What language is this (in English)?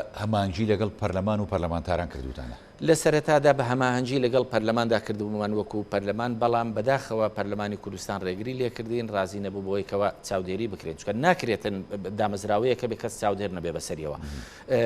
Central Kurdish